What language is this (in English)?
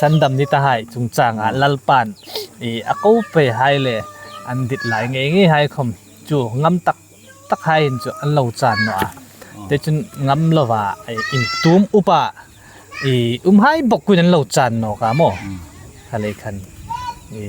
Hmar